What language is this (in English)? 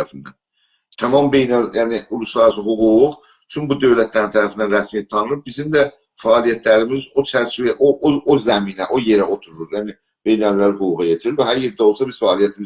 South Azerbaijani